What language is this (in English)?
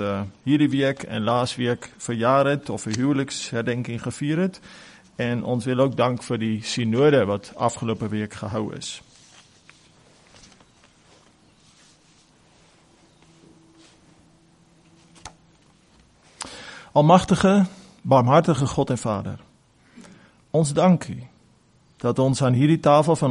Afrikaans